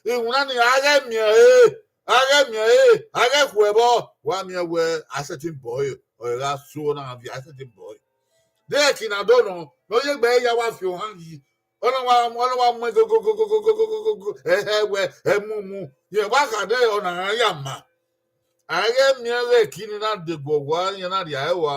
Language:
Bini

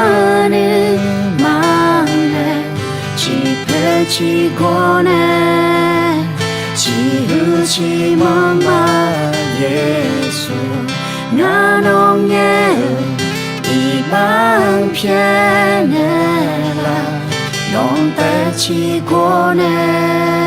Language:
Akha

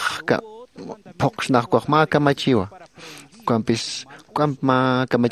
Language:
Aymara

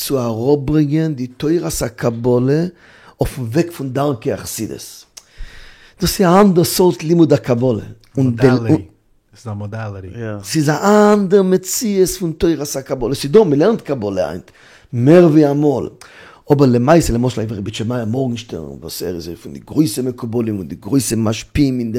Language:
Yiddish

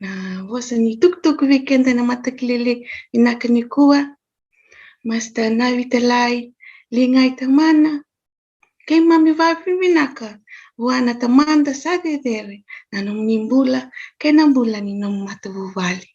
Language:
Fijian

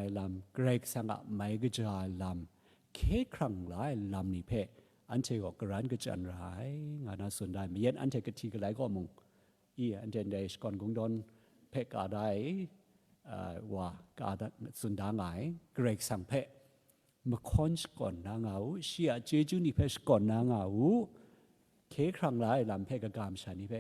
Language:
Kachin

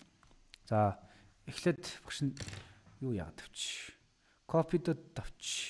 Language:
Mongolian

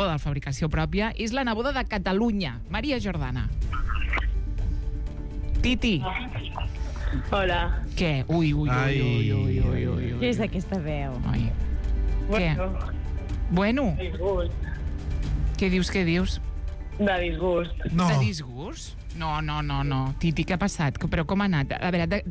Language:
Catalan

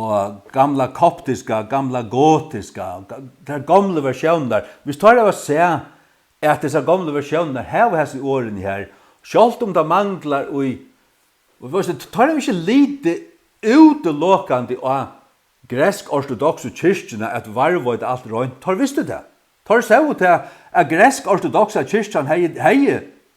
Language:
Faroese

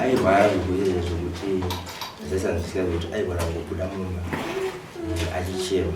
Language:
Shona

